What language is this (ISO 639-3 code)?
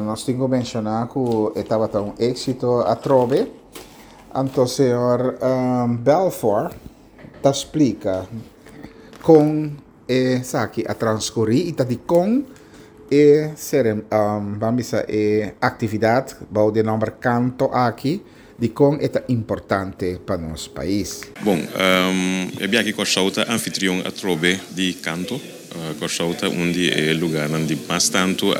pap